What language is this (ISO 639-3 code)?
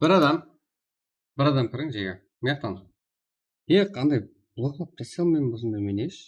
kaa